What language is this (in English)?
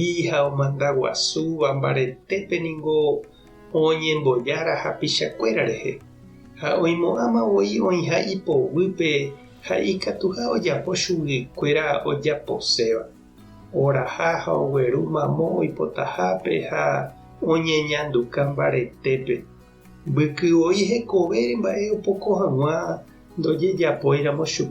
Guarani